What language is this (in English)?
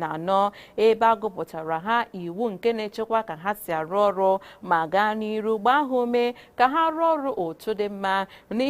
Igbo